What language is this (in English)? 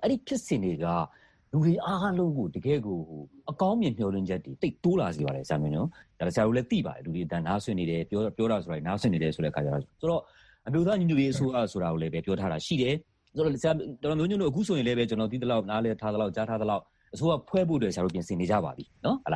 Burmese